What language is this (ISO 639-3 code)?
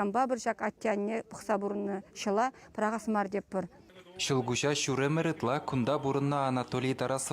chv